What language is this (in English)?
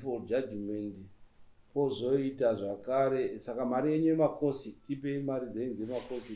Shona